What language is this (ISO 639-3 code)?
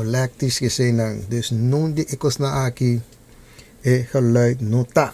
pap